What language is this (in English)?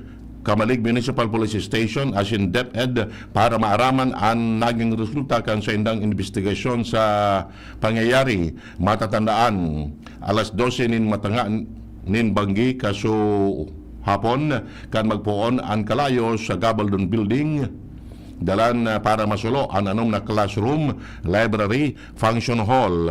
Bikol